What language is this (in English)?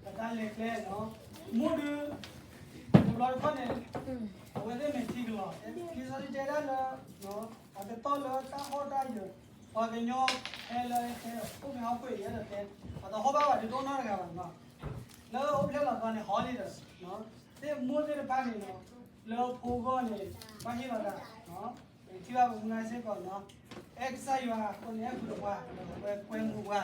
S'gaw Karen